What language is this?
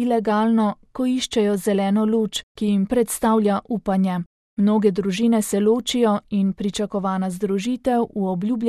Slovenian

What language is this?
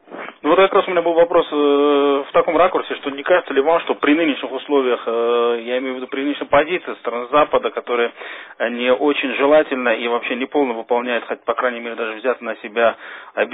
Russian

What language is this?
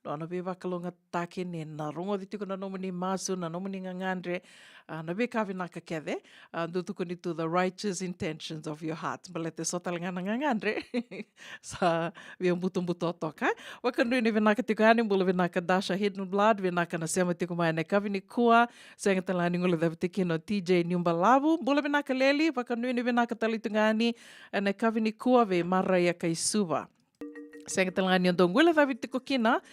Fijian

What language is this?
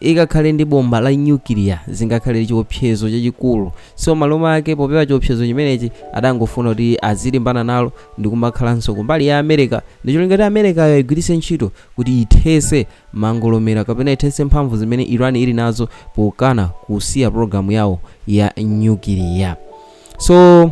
Nyanja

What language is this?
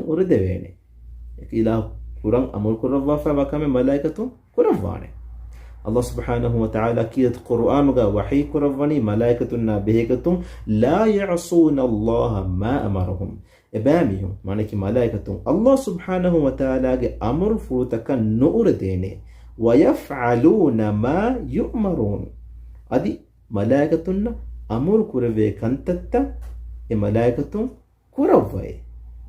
Divehi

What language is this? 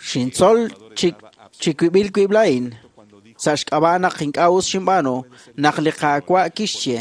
Kekchí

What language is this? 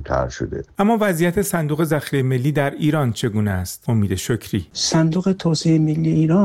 Persian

